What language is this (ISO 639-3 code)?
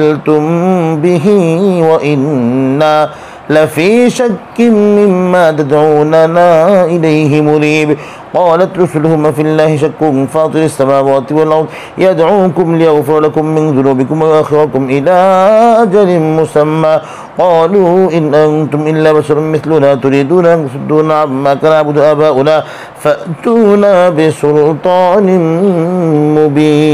ara